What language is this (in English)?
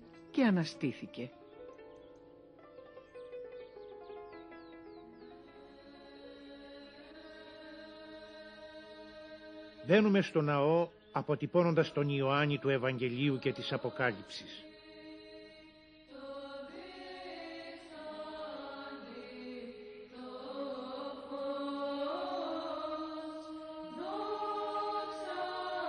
Greek